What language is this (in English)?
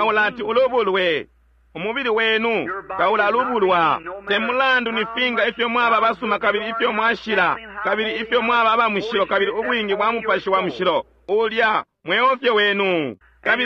Bemba